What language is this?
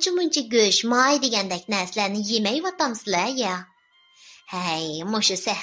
Uyghur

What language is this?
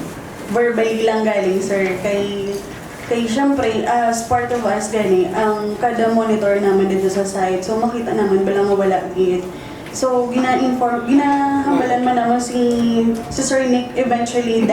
Hiligaynon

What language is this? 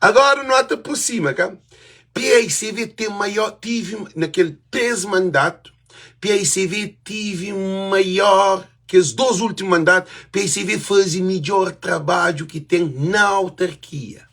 Kabuverdianu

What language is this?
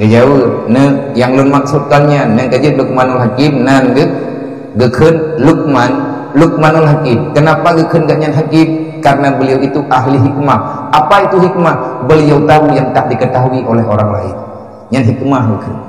Achinese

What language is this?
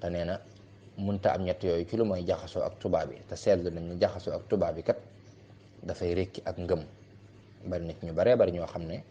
Wolof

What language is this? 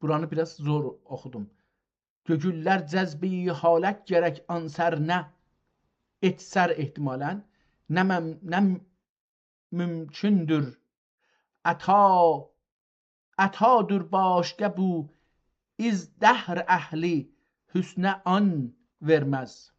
South Azerbaijani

